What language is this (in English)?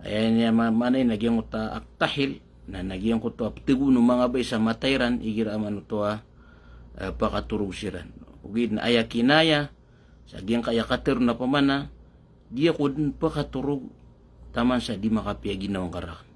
Maranao